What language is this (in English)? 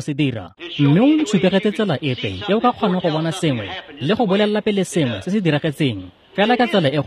Tswana